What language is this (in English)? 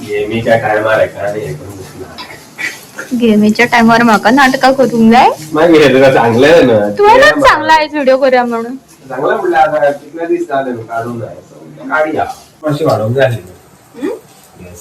Konkani